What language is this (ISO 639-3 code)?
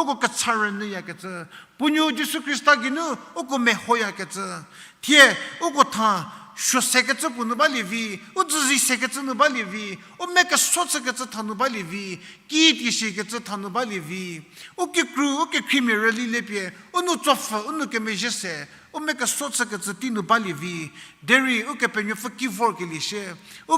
njm